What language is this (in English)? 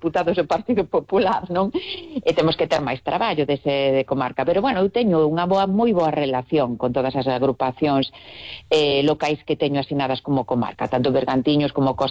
Galician